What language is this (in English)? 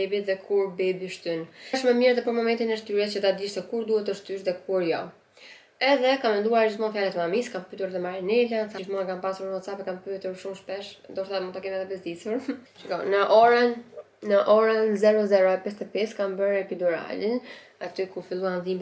Albanian